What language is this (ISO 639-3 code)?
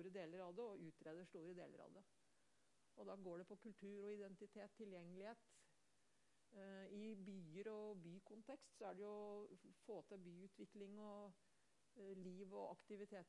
nor